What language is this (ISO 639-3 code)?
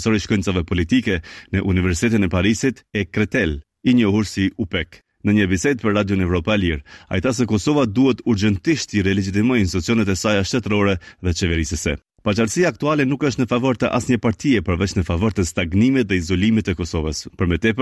sqi